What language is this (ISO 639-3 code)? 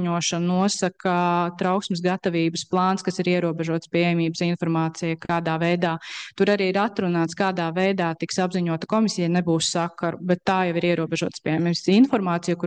lav